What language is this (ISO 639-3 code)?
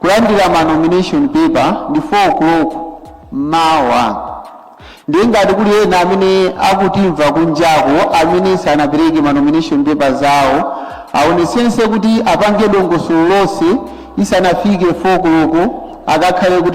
nya